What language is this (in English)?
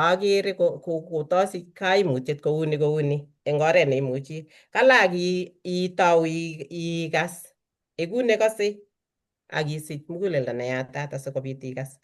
Kalenjin